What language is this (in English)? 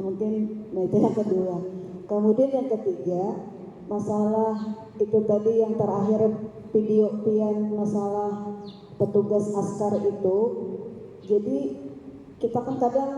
Banjar